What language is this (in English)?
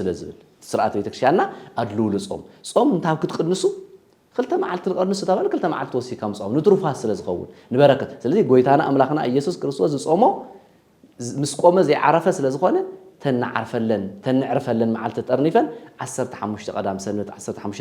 Tigrinya